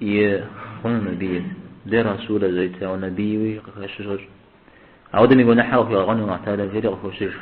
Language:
Kabardian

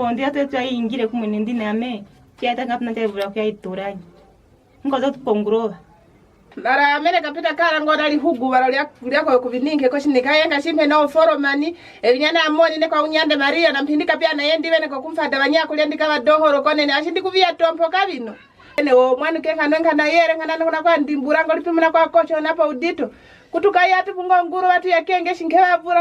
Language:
Kwangali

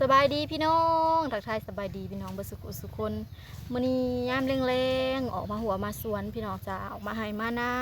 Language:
Lao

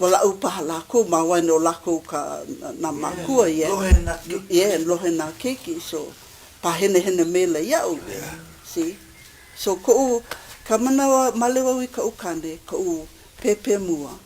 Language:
Hawaiian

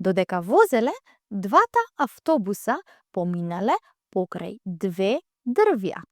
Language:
Macedonian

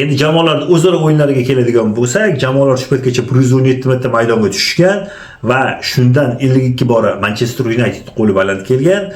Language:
Uzbek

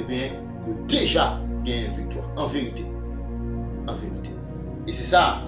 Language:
Haitian Creole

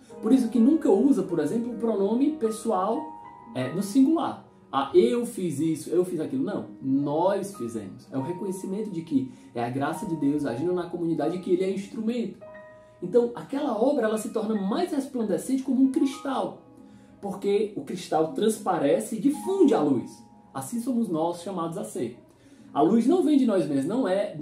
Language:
Portuguese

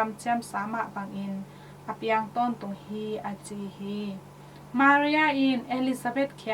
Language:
Tedim Chin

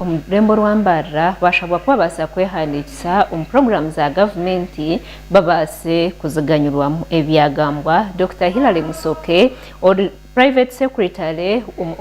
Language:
Nyankole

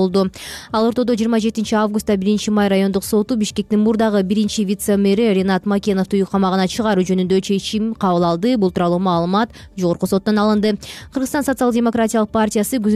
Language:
Kyrgyz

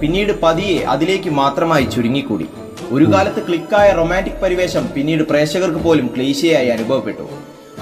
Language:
Malayalam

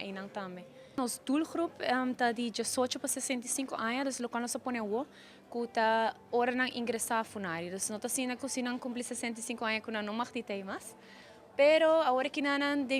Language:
Papiamento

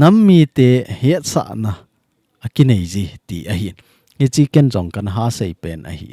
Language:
Thado Chin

